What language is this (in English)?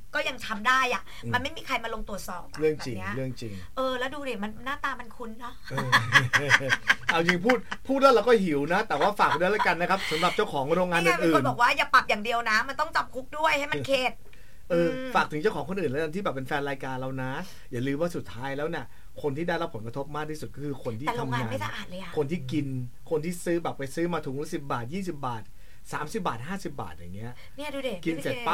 Thai